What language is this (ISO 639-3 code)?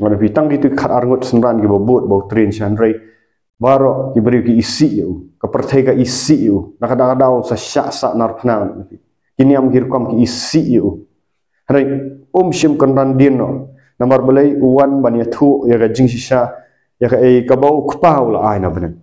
kha